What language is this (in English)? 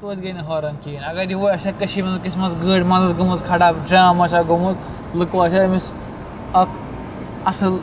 Kashmiri